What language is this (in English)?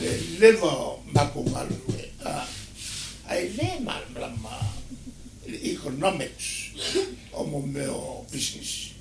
Samoan